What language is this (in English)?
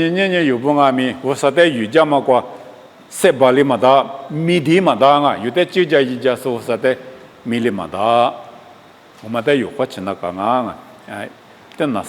Lisu